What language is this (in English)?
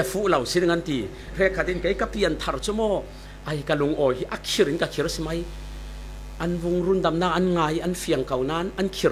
Falam Chin